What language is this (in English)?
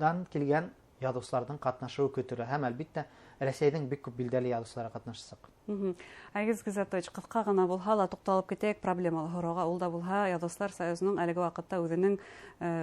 Bashkir